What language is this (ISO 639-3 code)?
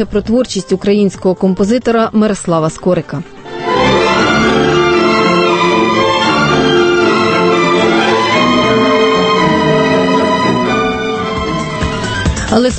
ukr